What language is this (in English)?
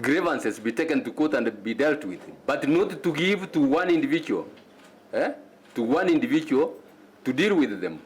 Kamba